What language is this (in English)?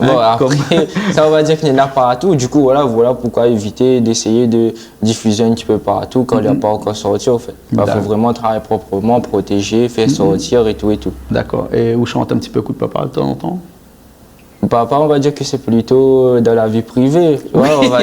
Réunion Creole French